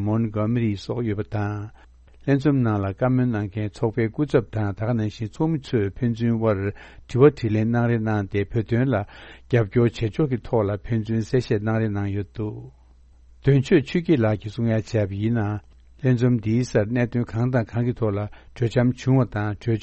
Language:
Tibetan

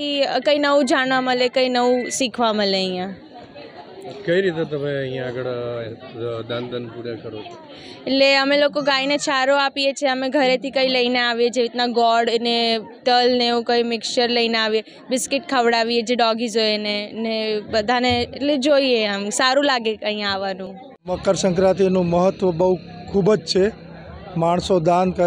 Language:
Gujarati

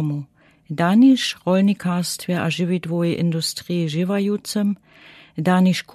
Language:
Lower Sorbian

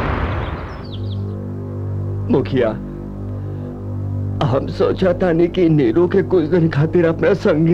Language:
Bhojpuri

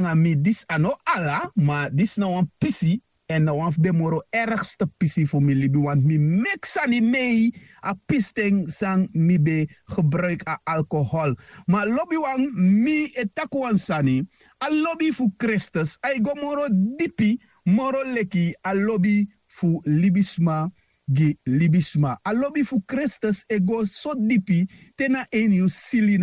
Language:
Sranan Tongo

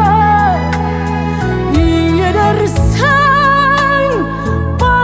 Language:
Kazakh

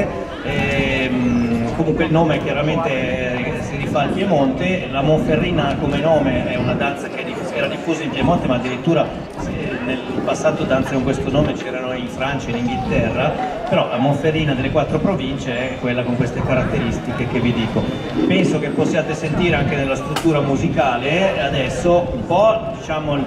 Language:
Italian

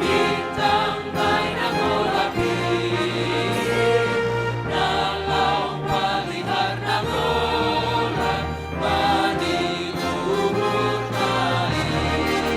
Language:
Batak Simalungun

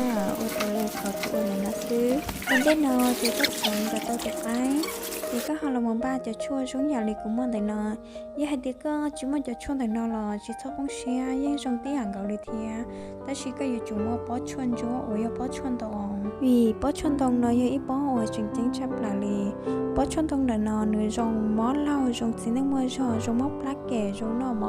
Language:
Hmong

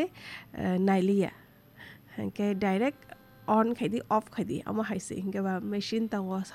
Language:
Kok Borok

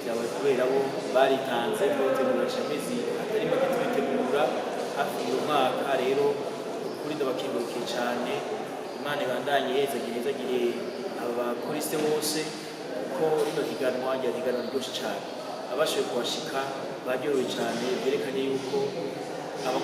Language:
Rundi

